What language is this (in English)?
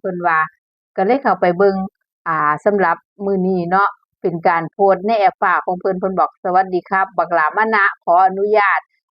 Northeastern Thai